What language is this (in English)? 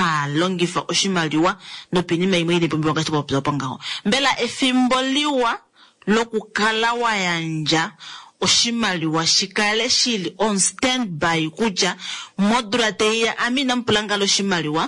Kuanyama